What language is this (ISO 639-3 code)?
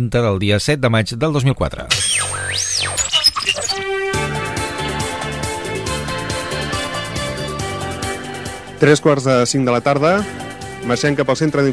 cat